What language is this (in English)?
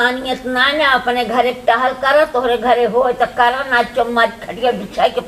Awadhi